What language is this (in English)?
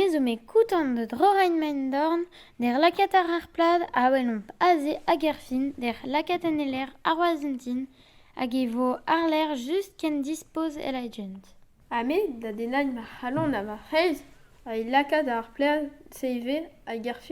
Breton